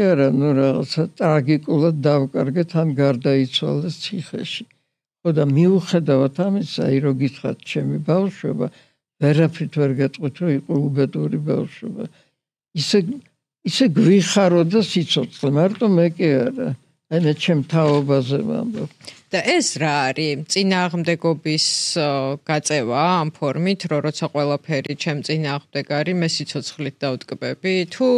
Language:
Georgian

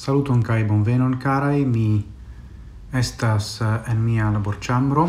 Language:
Esperanto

